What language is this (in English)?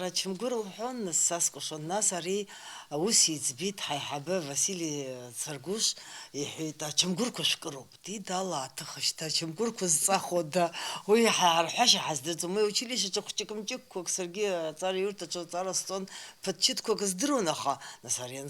Abkhazian